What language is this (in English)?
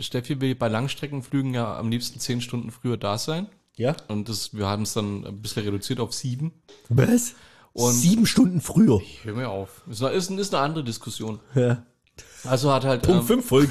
German